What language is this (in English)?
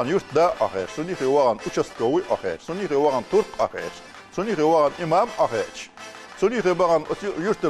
Chechen